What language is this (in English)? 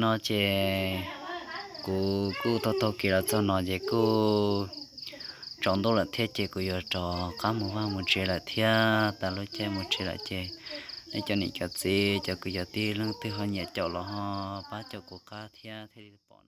Hmong